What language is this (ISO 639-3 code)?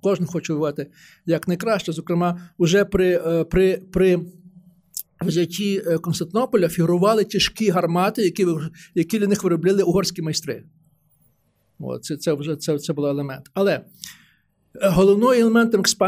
ukr